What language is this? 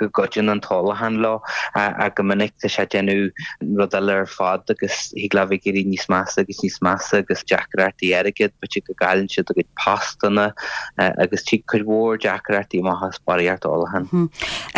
Irish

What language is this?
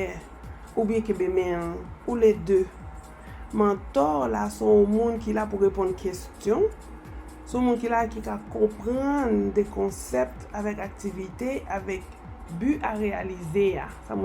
Haitian Creole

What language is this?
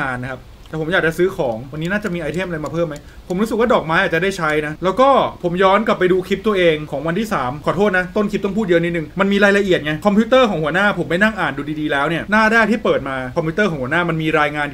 Thai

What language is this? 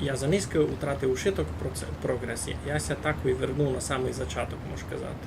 Rusyn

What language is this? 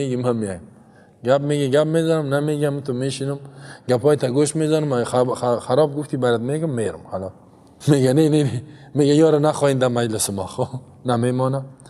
Persian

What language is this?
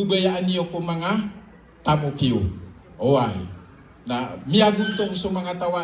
Maranao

